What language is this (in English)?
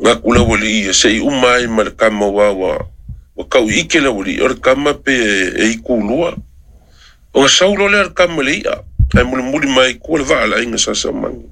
Samoan